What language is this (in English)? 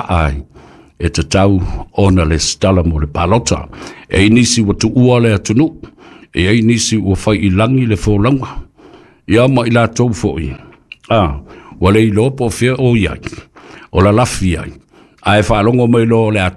Samoan